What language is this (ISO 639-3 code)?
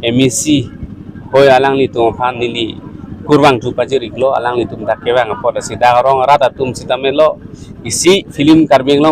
mjw